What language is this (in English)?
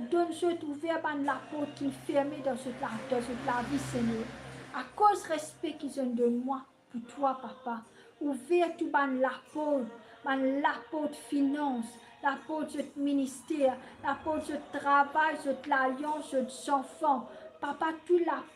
Morisyen